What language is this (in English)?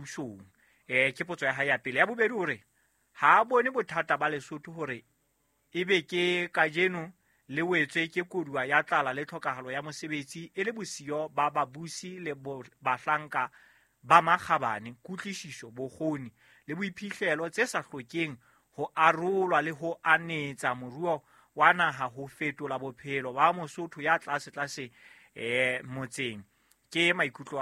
Southern Sotho